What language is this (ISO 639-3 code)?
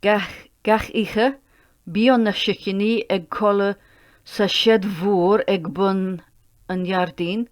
gle